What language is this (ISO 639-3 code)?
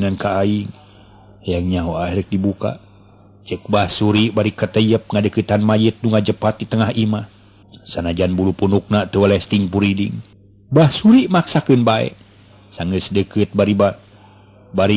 sun